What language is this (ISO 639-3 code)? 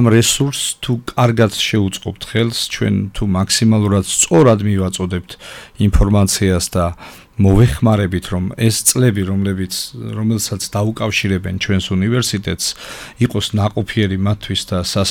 kat